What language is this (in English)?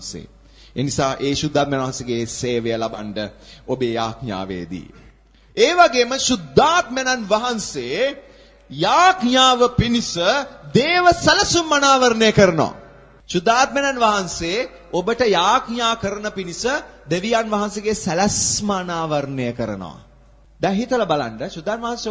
Sinhala